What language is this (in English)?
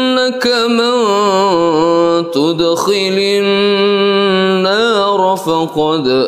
Arabic